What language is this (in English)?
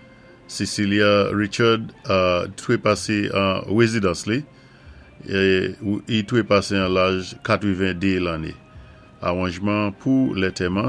Saint Lucian Creole French